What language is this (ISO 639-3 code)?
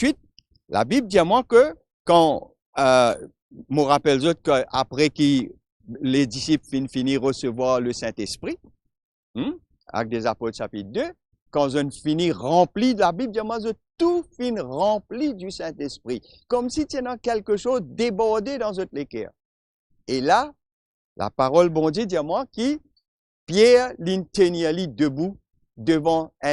mfe